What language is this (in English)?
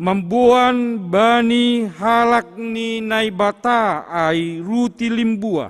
Batak Simalungun